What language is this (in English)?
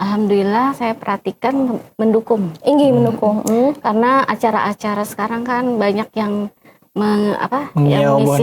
Banjar